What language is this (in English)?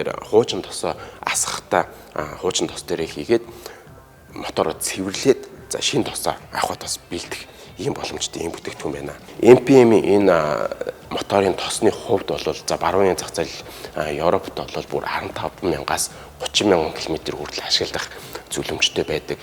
Mongolian